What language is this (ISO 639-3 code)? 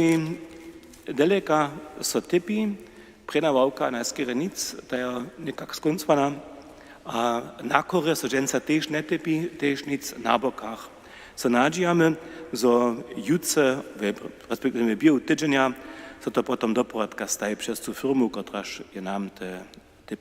hsb